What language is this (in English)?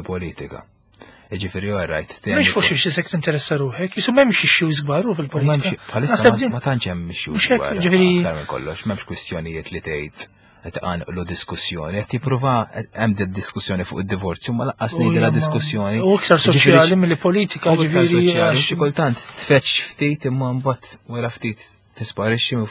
Maltese